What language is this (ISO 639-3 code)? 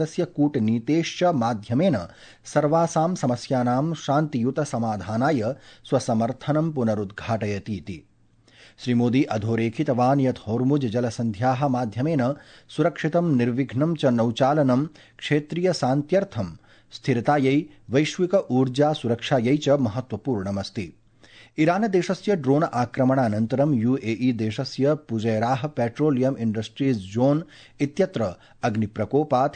san